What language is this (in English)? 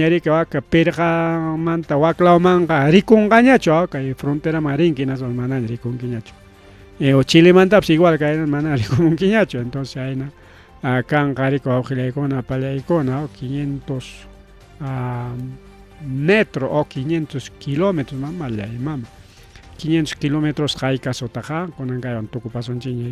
Ayacucho Quechua